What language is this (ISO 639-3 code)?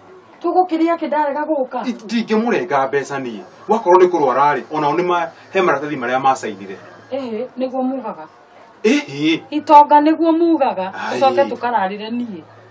kik